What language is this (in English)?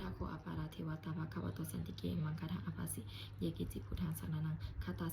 Pali